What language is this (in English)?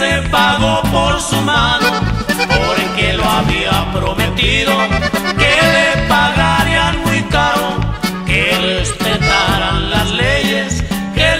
Spanish